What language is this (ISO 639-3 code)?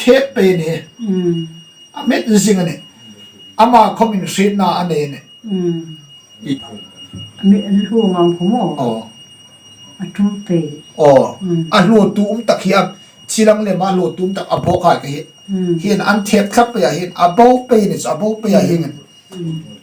hmr